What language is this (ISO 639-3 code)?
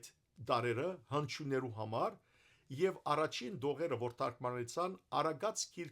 hyw